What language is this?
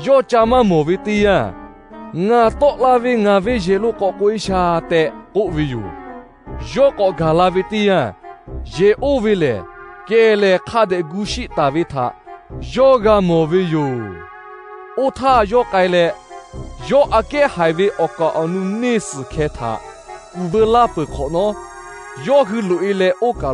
Lahu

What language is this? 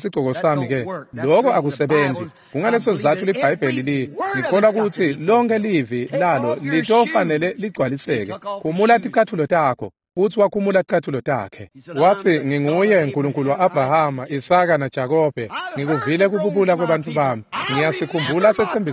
Swati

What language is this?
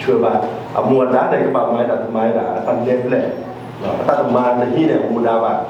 S'gaw Karen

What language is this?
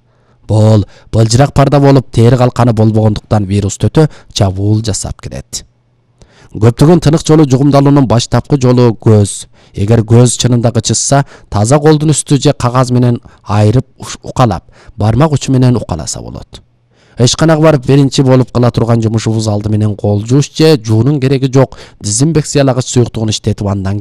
Kyrgyz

